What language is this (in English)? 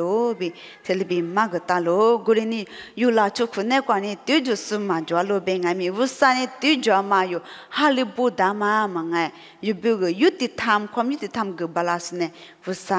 Lisu